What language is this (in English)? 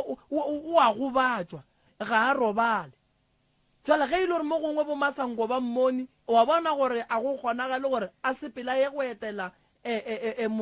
Northern Sotho